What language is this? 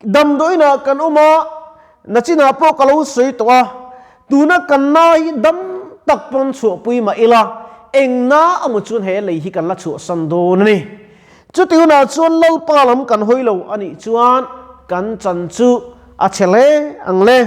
Mizo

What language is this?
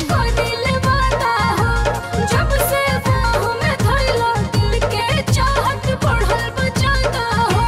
Bhojpuri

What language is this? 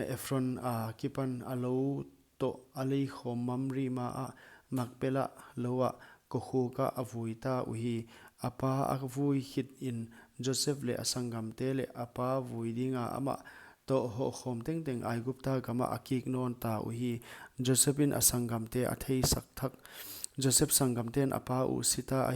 Paite Chin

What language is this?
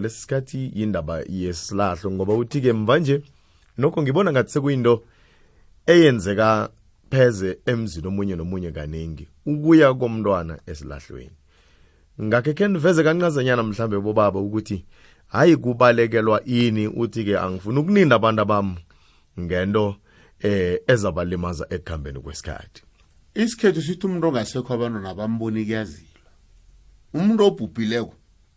South Ndebele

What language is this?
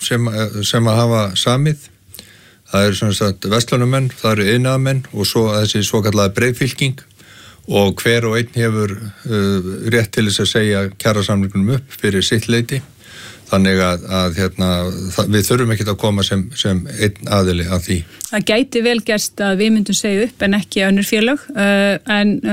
Icelandic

